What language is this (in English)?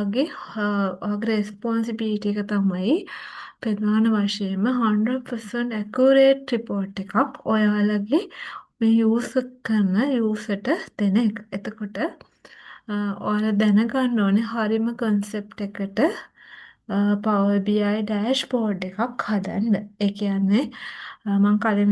Sinhala